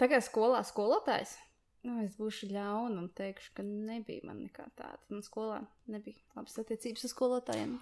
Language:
Latvian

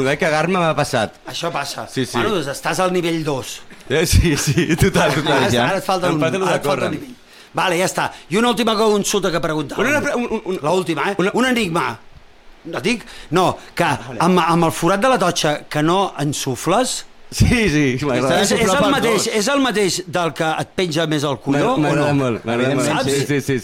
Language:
Catalan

